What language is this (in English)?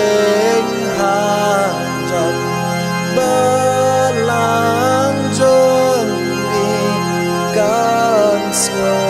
Khasi